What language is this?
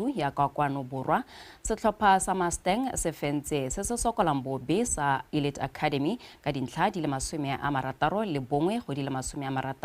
Tswana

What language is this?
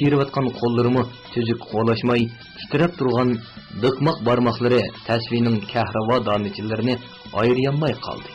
Uyghur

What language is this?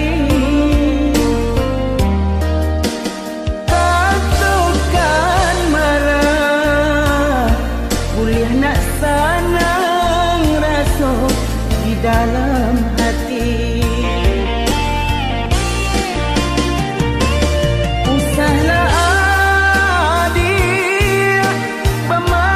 Minangkabau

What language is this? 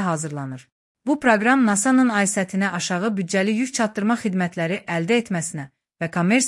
Azerbaijani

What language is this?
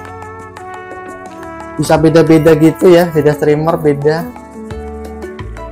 Indonesian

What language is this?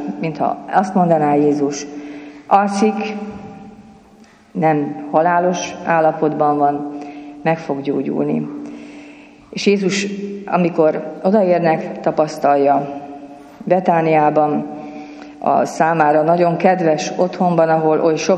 Hungarian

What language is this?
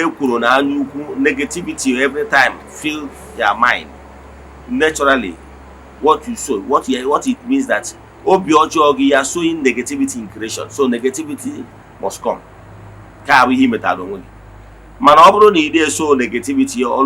Igbo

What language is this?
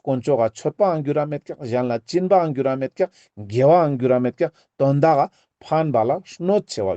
Ladakhi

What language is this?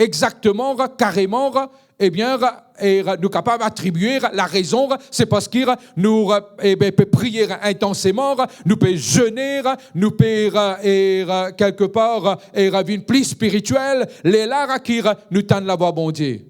Morisyen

